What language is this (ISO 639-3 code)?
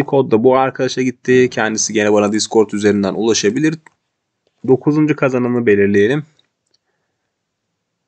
tur